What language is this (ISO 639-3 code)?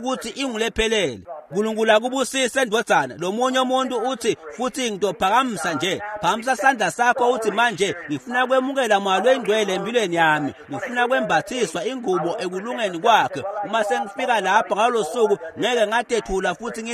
ssw